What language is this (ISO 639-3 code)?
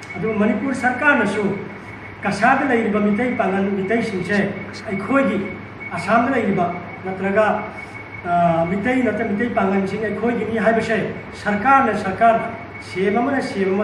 mni